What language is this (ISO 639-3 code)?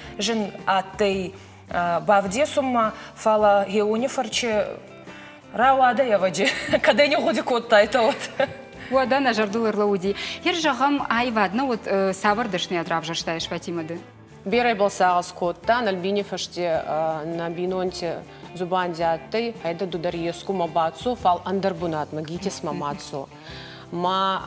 oss